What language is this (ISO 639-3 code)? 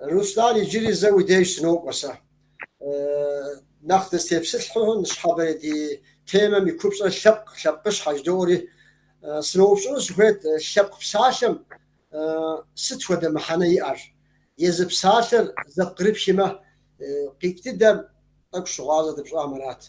kbd